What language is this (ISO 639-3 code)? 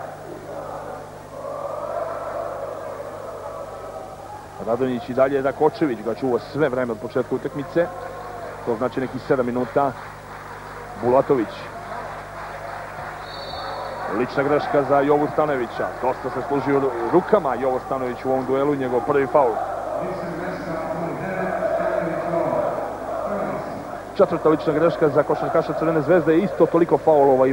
srp